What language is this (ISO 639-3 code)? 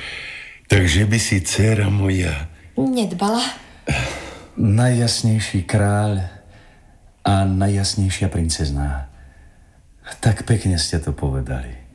slk